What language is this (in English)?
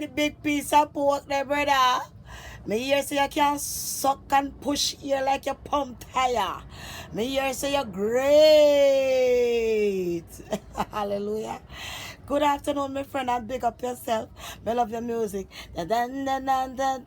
Jamaican Creole English